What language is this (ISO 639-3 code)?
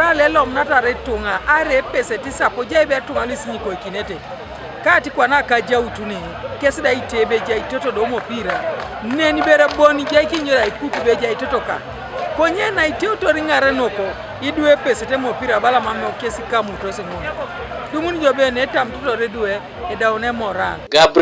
teo